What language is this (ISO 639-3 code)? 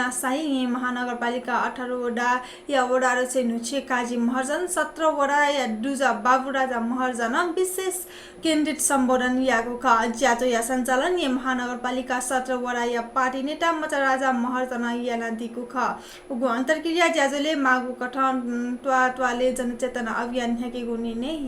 new